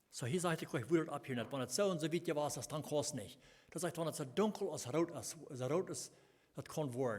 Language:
Plautdietsch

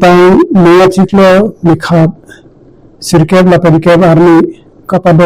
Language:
Karbi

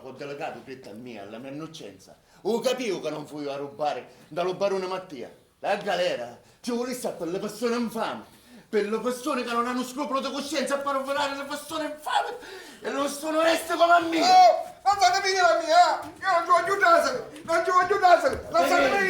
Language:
Sicilian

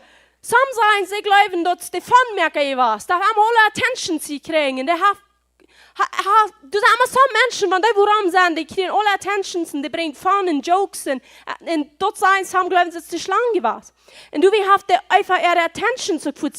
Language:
Plautdietsch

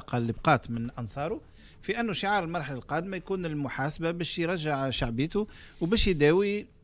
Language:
Tunisian Arabic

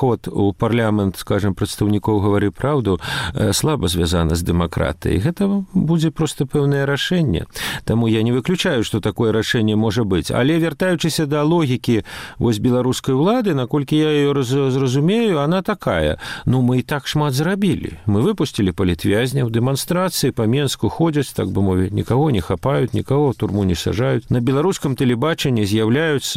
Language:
Belarusian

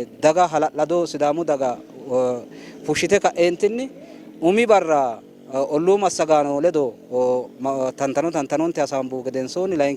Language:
Sidamo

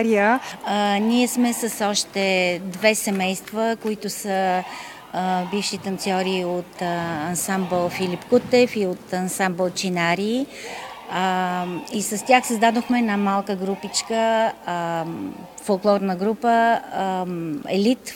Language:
Bulgarian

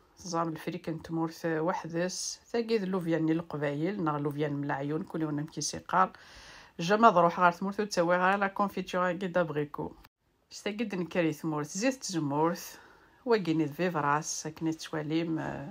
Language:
Kabyle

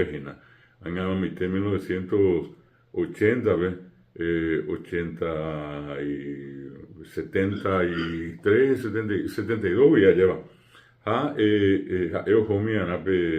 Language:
Guarani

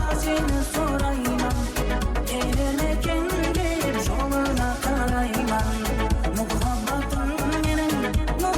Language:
Kara-Kalpak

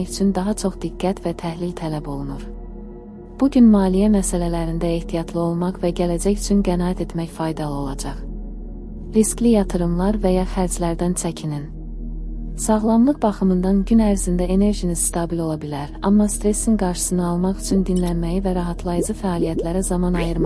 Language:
Azerbaijani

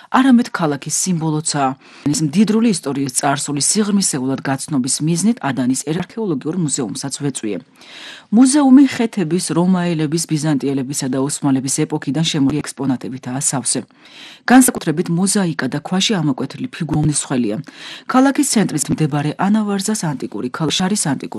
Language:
Georgian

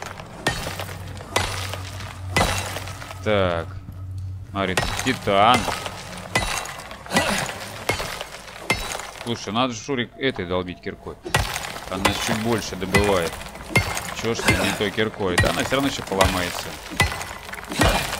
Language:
Russian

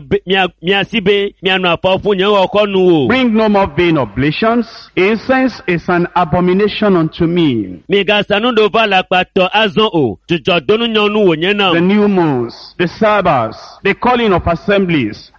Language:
Ewe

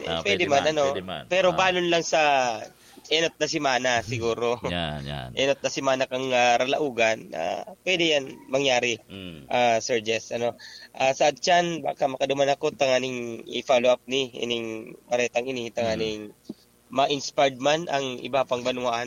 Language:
Bikol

